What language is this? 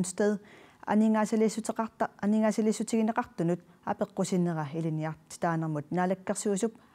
Kalaallisut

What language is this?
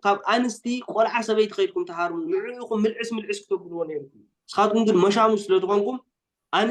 Tigrinya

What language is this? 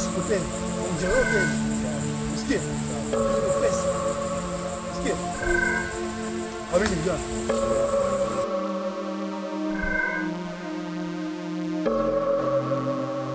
Swahili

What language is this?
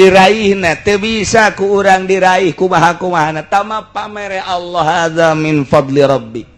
Sundanese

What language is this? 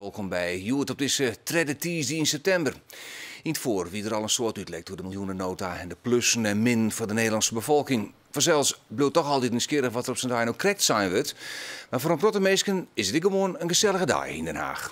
Western Frisian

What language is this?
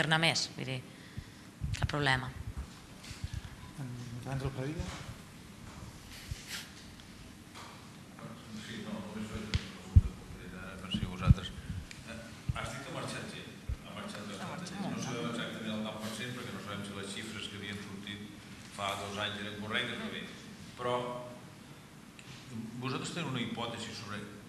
Catalan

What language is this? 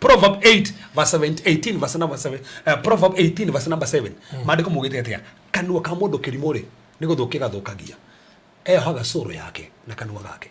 Kikuyu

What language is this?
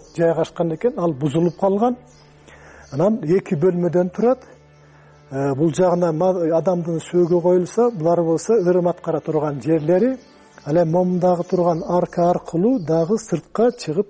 Kyrgyz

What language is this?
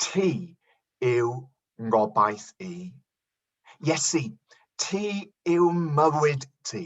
Welsh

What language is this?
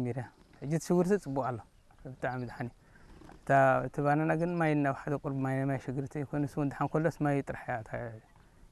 Tigrinya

